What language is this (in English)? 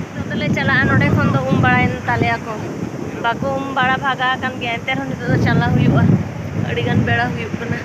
Santali